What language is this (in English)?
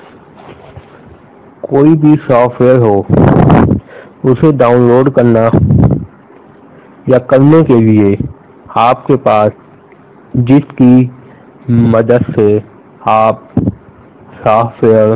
Urdu